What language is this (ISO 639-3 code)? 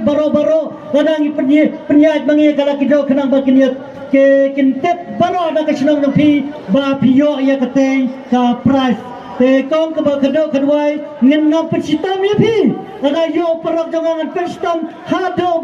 kha